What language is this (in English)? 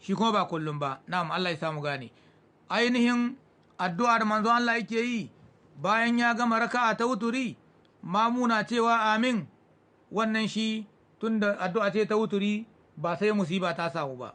Hausa